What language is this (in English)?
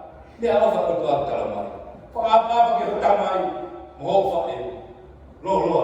Tongan